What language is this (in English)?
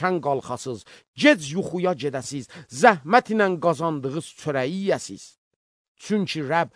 Azerbaijani